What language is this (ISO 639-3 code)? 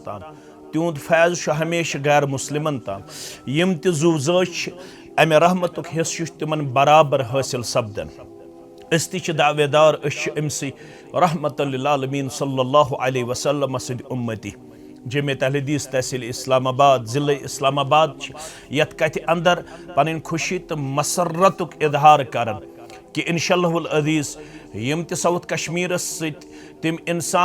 kas